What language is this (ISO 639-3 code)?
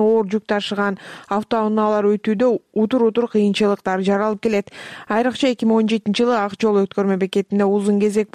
kir